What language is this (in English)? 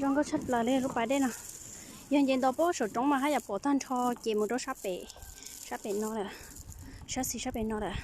Hmong